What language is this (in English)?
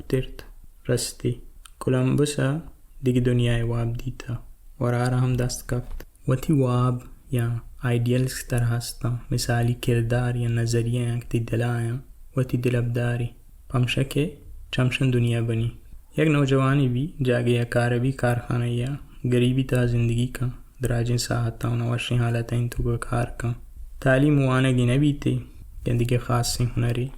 Baluchi